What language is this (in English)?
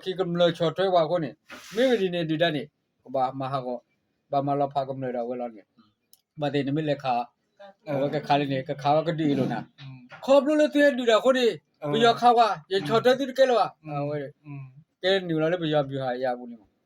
S'gaw Karen